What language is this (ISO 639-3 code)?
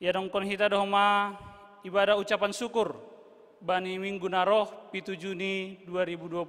bts